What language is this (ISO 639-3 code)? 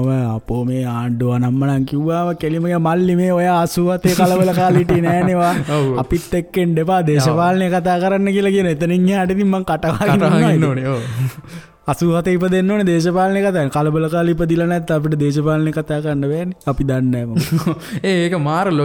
sin